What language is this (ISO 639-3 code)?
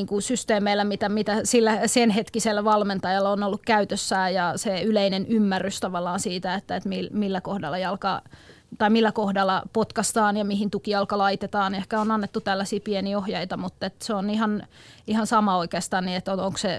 fin